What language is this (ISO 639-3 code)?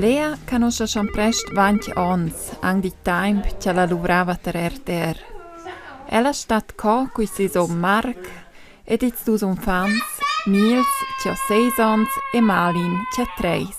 roh